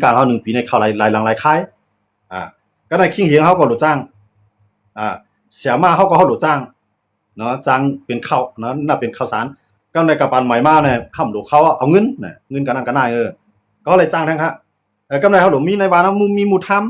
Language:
Shan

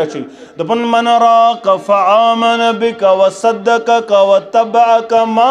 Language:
Kashmiri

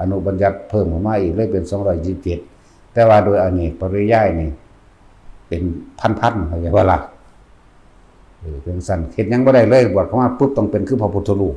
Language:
Northeastern Thai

